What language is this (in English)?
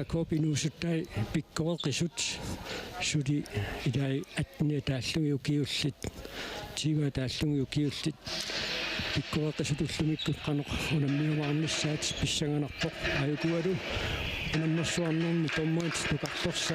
Kalaallisut